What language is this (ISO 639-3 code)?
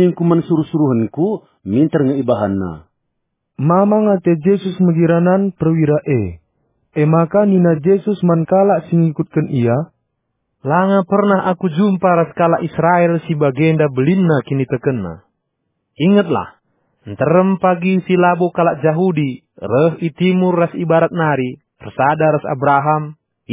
btx